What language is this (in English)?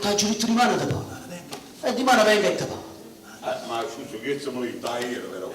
Neapolitan